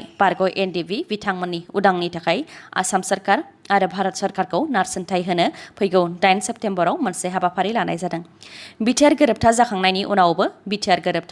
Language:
Bodo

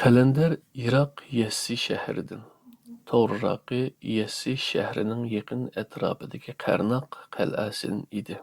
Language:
Uyghur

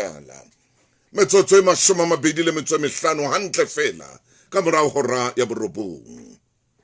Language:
Southern Sotho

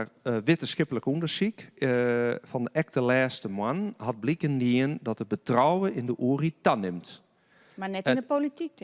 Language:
Western Frisian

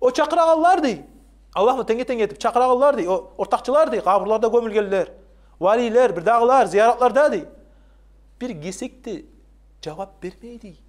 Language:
Kumyk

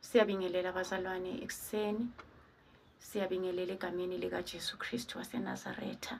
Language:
Zulu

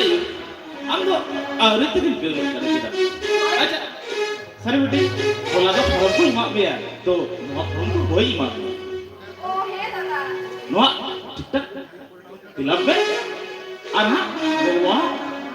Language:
Santali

